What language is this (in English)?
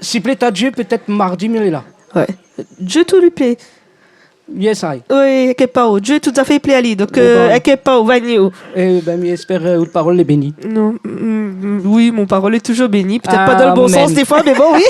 Réunion Creole French